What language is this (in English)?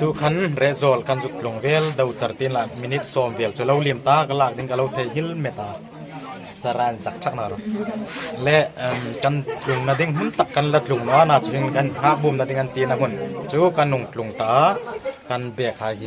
Hmar